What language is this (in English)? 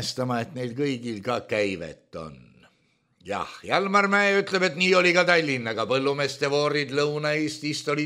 Estonian